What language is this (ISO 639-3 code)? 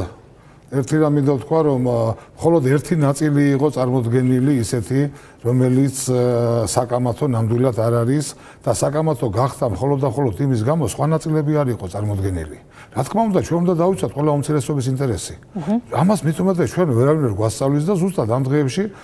kat